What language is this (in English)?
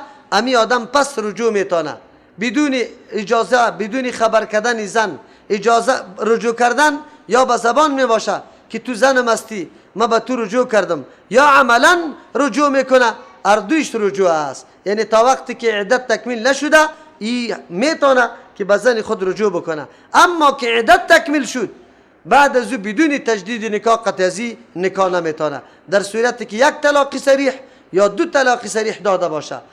Persian